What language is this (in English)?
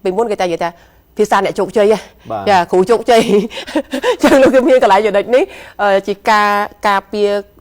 Khmer